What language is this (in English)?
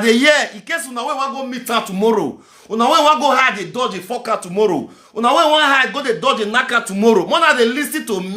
Nigerian Pidgin